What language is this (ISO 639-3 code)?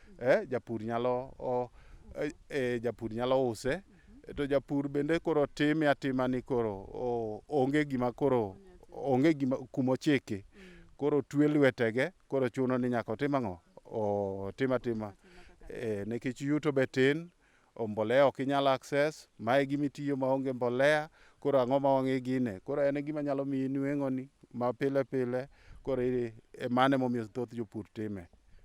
luo